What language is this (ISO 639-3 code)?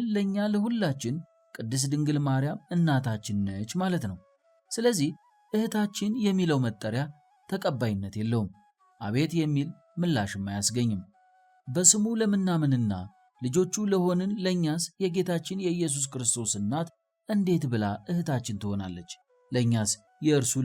amh